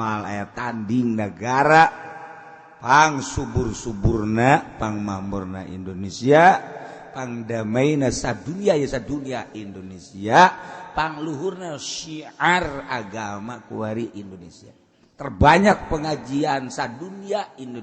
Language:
Sundanese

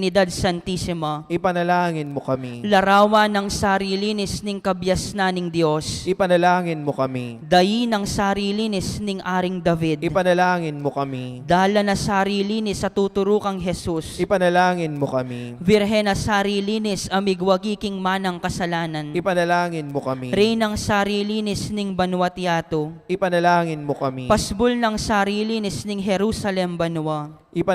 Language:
Pampanga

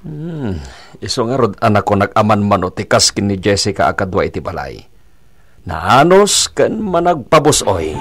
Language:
Iloko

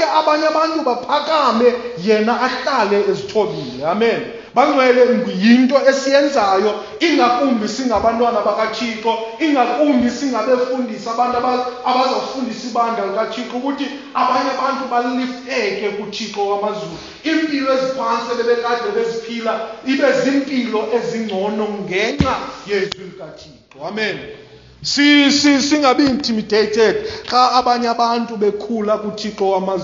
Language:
Xhosa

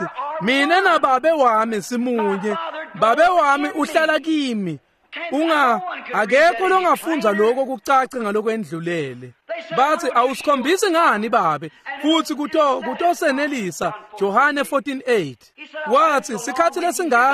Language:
Swati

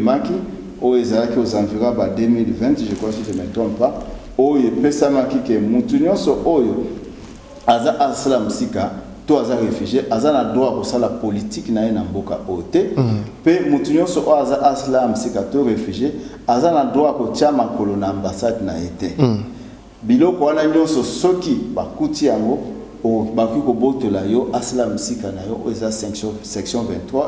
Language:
Lingala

